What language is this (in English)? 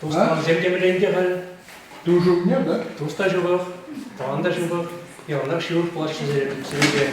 Chuvash